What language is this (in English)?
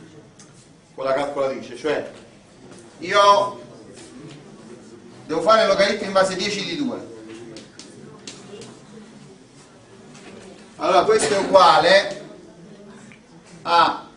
Italian